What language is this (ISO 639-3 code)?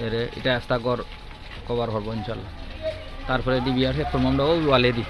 syl